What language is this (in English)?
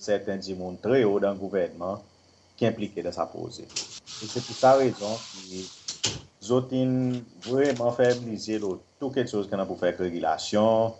Seselwa Creole French